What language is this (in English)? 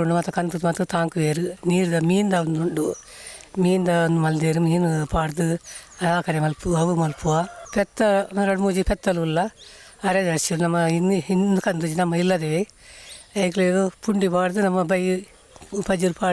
Tulu